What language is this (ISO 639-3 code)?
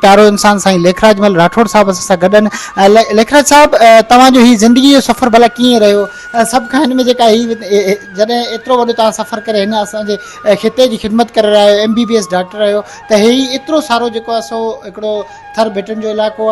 snd